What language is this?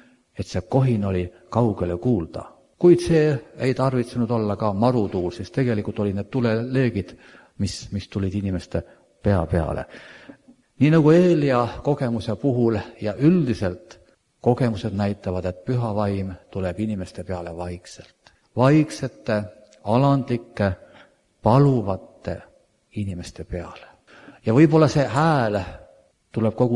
Estonian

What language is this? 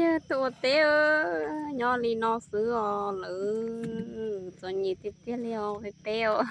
Hmong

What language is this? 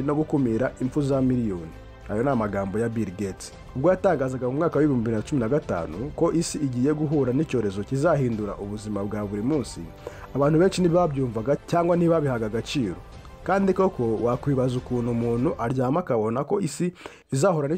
Kinyarwanda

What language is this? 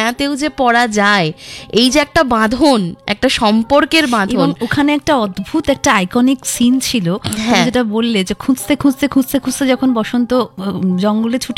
Bangla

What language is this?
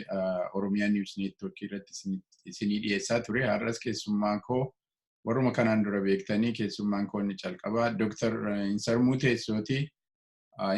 Oromo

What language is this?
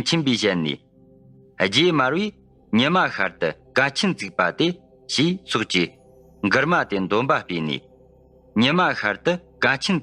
Tibetan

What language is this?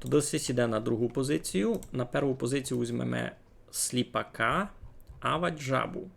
Rusyn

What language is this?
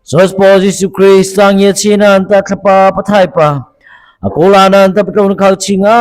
Mara Chin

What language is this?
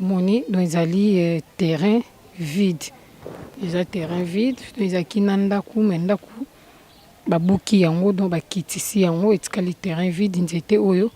Lingala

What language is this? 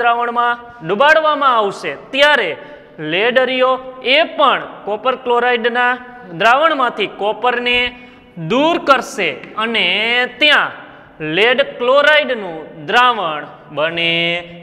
Gujarati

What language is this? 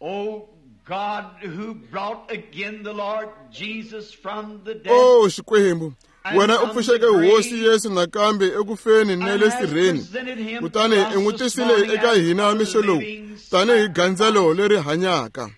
Tsonga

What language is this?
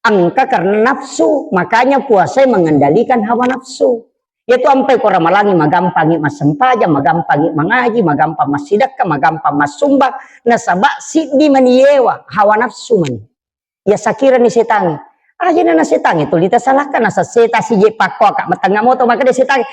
Buginese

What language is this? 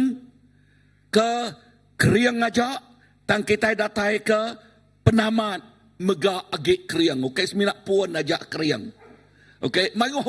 Iban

